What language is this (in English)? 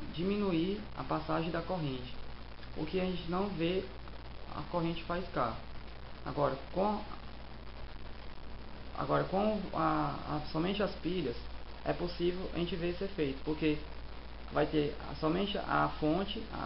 Portuguese